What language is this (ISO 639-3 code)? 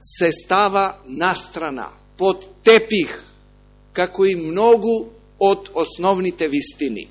mkd